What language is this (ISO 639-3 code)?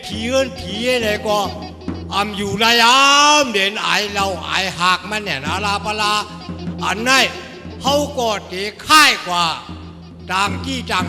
shn